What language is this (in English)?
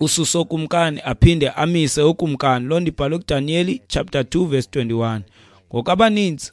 Xhosa